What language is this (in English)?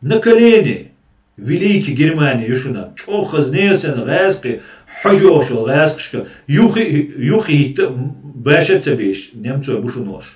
Chechen